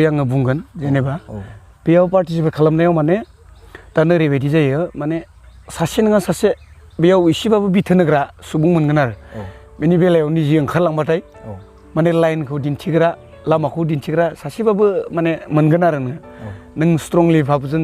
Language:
Bodo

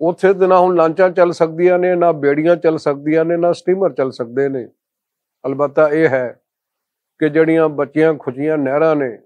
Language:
Western Panjabi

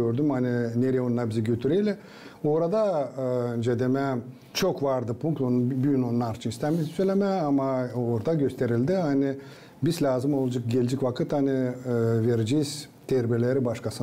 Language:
Gagauz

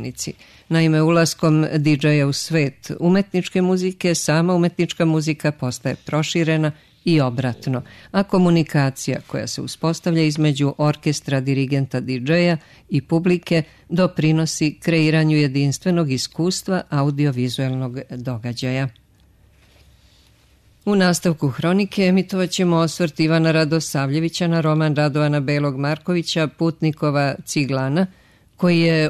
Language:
Serbian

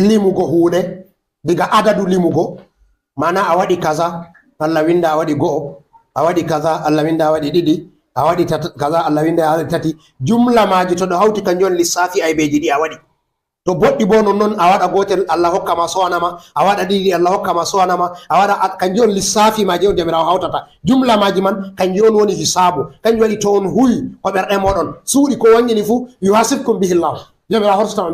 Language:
Fula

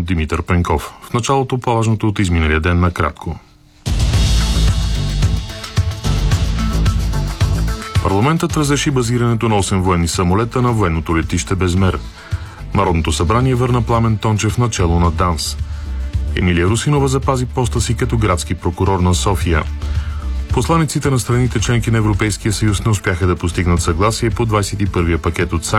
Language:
Bulgarian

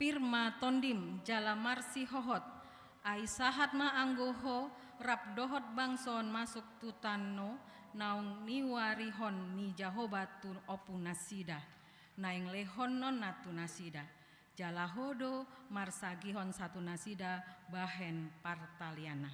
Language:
Batak Toba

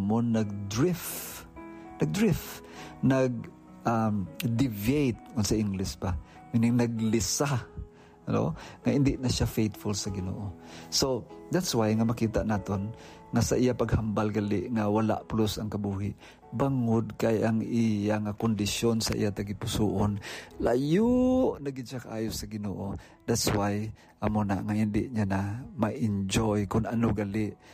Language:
Hiligaynon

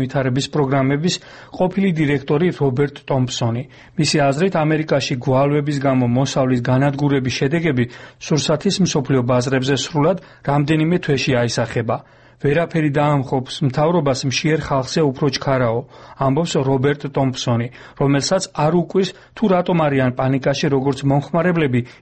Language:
Georgian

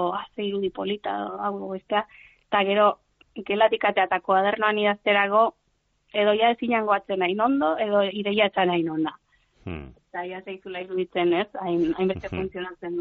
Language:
Basque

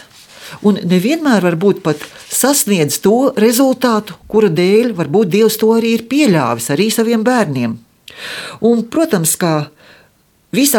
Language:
Latvian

